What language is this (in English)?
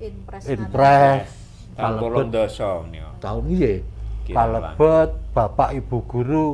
Javanese